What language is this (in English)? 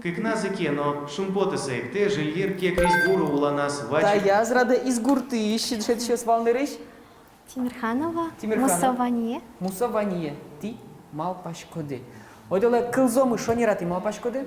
Udmurt